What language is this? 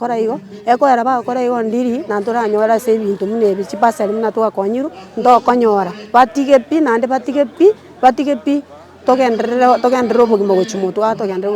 Gusii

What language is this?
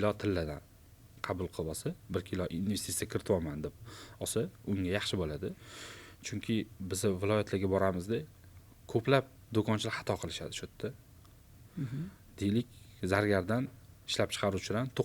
Uzbek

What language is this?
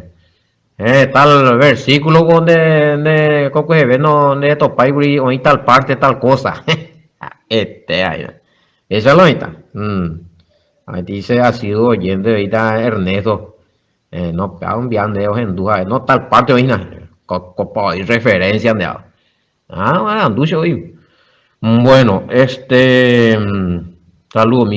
Guarani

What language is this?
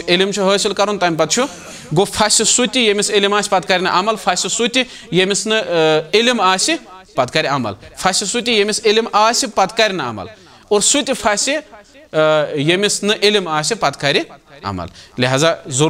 Kashmiri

